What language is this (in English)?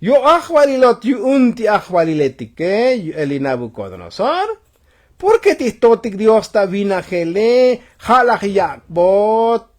Tzotzil